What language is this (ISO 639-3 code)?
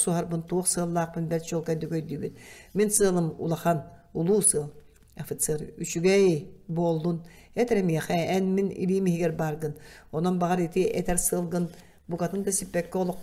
sah